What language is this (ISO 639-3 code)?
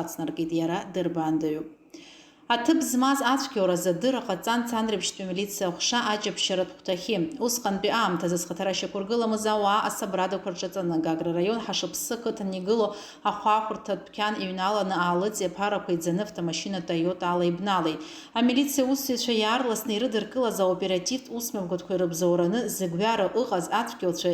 abk